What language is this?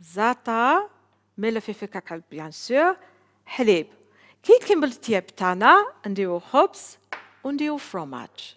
Algerian Arabic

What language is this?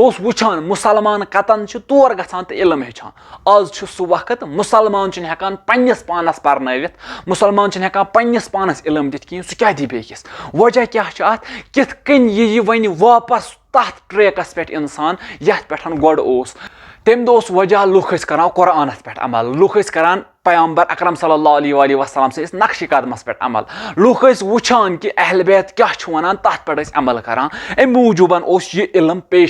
Kashmiri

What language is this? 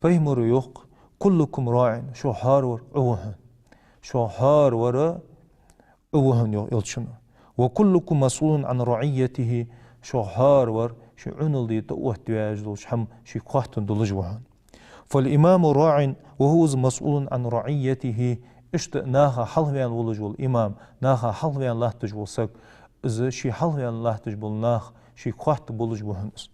Ingush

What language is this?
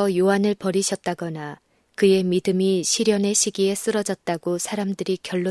Korean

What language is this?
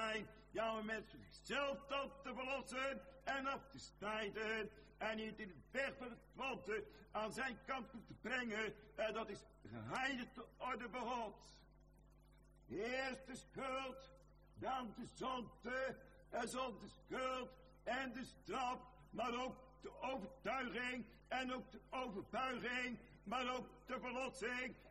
Dutch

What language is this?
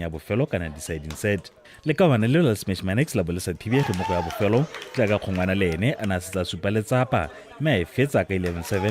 Tswana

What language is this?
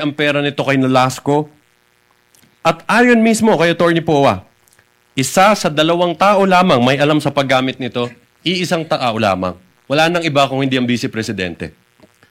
Filipino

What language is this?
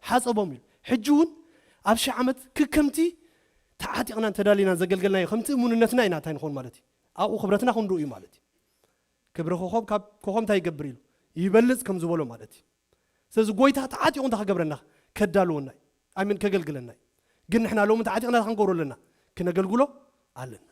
Tigrinya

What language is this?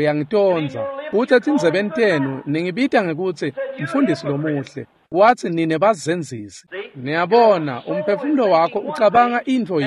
Swati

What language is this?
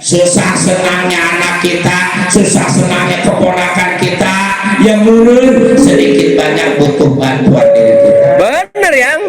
Betawi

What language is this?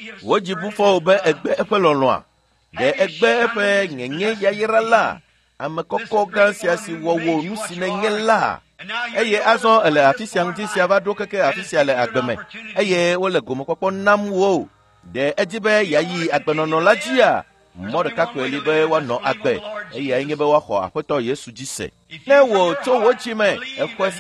Ewe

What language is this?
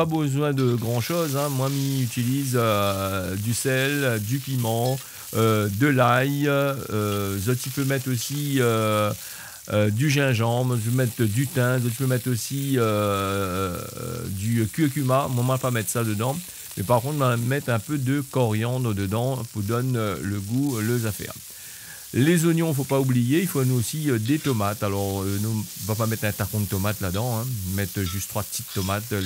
Réunion Creole French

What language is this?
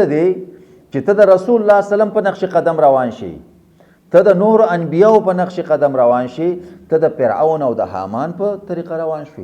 Pashto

